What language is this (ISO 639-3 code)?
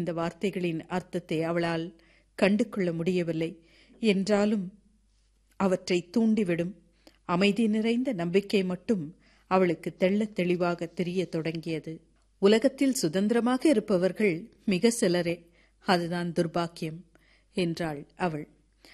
tam